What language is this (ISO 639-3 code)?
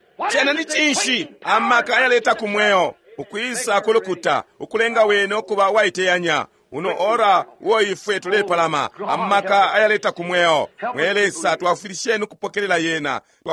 bem